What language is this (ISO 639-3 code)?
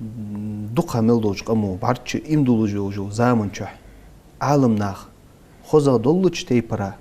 inh